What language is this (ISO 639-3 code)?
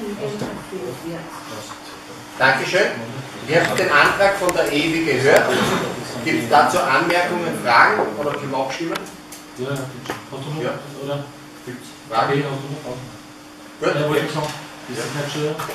deu